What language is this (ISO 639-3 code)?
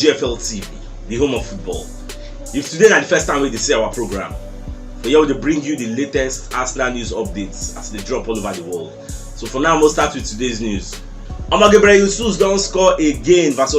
pcm